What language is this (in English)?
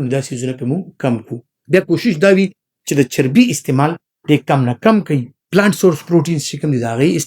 Pashto